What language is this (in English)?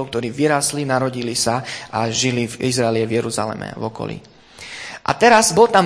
Slovak